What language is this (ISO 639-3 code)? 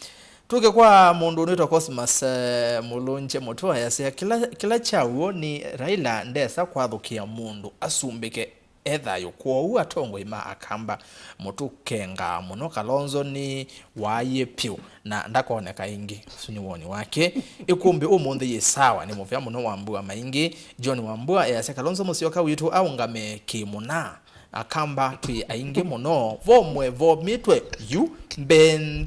kam